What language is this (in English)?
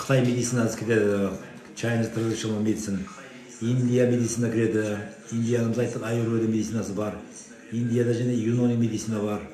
Kazakh